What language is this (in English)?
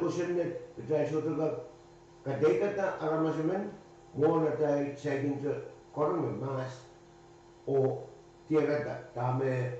Pohnpeian